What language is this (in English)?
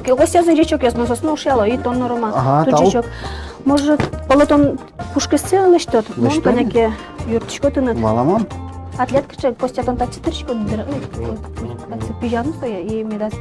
Udmurt